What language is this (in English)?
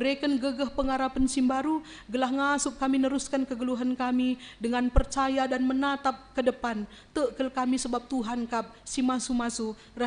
Batak Karo